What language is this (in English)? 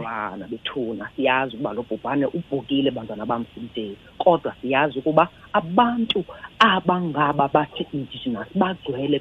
Xhosa